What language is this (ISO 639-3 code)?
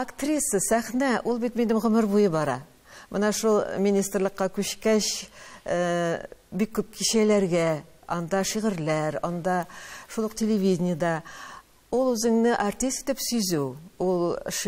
tat